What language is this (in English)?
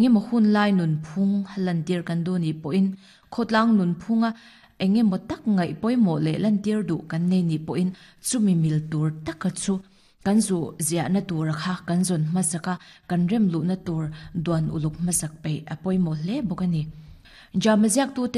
Mizo